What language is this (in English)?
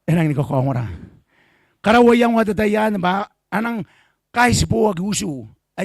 Gilbertese